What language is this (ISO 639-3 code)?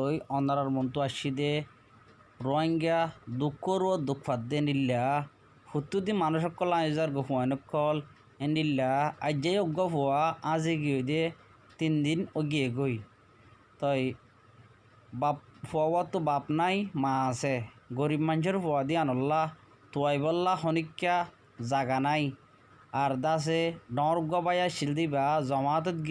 rhg